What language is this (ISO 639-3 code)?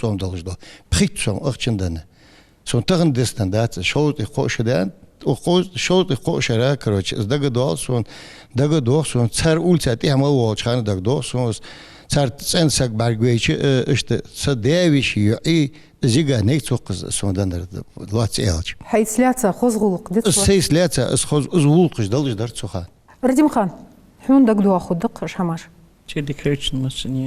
inh